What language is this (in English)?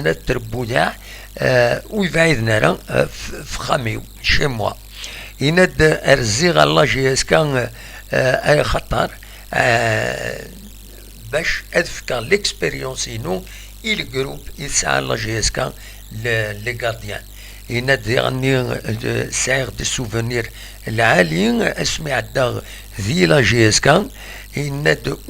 Kabyle